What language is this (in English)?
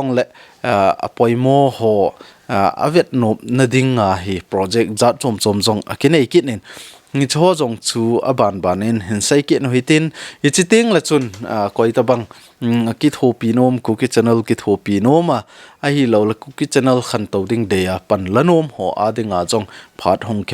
Thado Chin